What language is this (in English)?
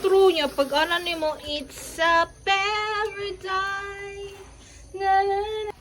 Cebuano